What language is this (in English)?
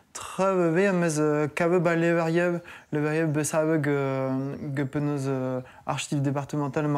Breton